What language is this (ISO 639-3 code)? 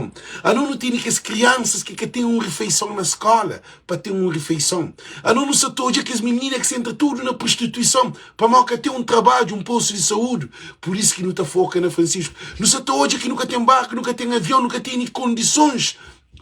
kea